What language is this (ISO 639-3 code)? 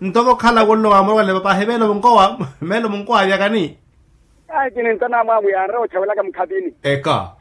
vmw